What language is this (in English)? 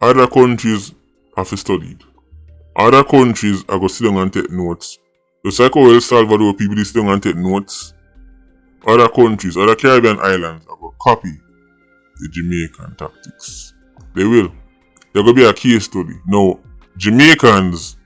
Jamaican Creole English